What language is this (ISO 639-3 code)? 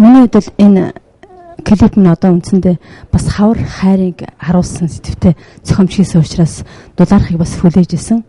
mon